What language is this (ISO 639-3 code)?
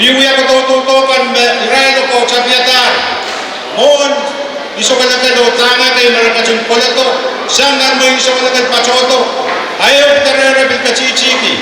pon